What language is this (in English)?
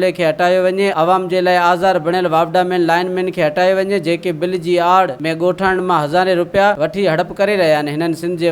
Sindhi